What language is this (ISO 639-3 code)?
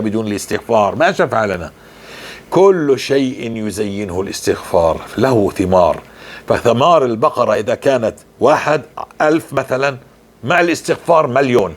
apc